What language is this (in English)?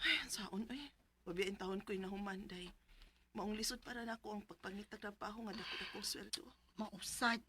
Cebuano